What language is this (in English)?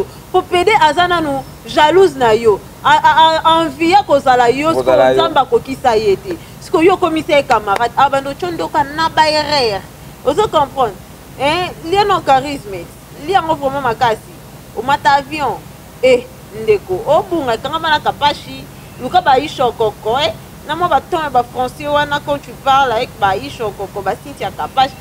Lingala